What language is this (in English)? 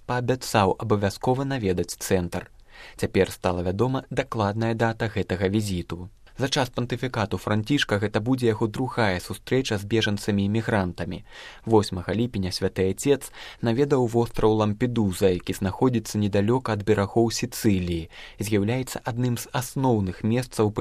Belarusian